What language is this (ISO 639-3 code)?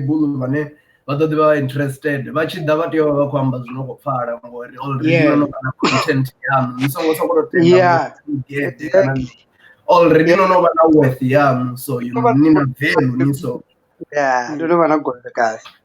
ven